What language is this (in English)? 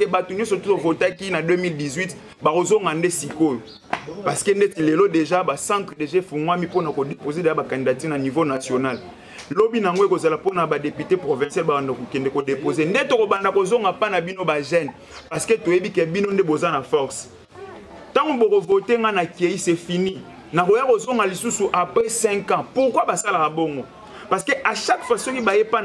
Lingala